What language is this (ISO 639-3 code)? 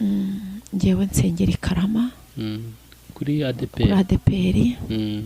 kin